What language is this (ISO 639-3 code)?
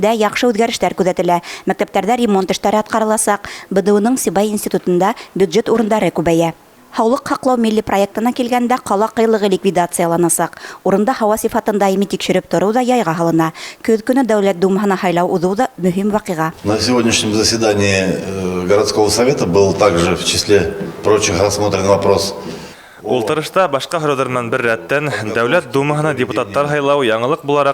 bak